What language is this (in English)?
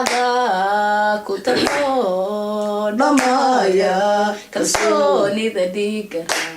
Somali